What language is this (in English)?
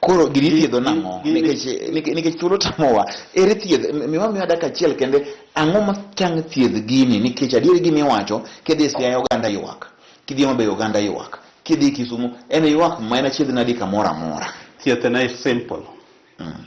Luo (Kenya and Tanzania)